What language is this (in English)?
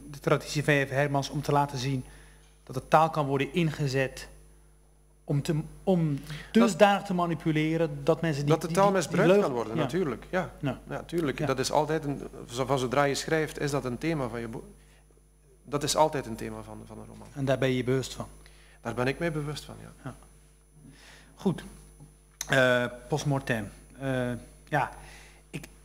Dutch